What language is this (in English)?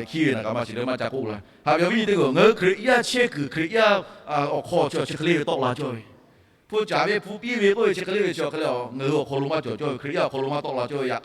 Lahu